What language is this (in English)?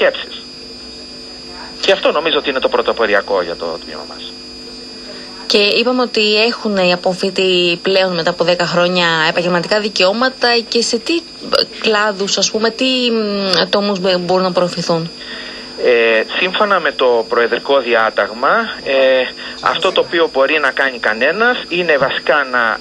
Greek